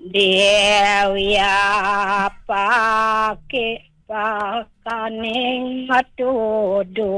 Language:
Balinese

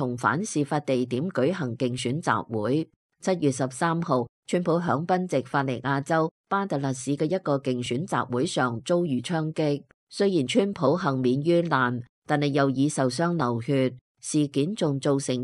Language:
Cantonese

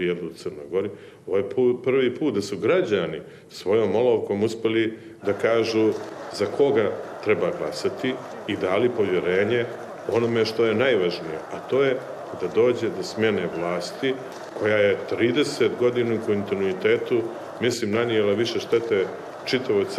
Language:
Croatian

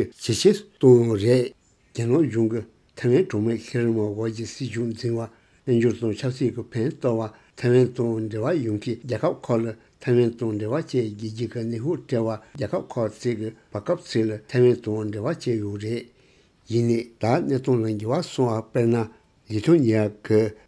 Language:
Tibetan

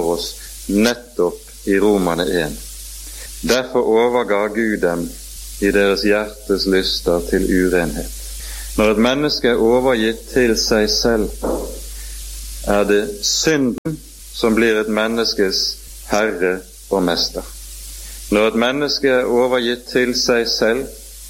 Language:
Norwegian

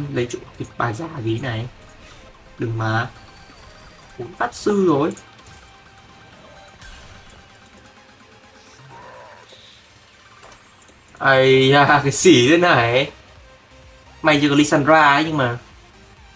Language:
Vietnamese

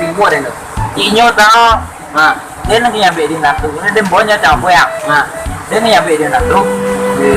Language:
Minangkabau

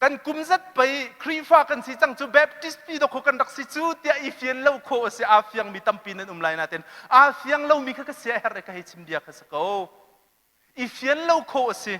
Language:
Hakha Chin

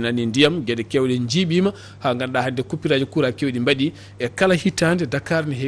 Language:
Fula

